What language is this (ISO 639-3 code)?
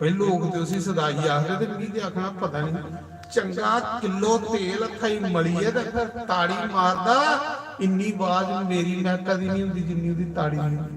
doi